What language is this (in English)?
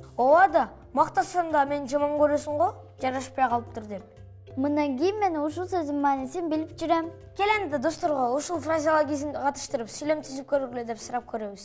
Kyrgyz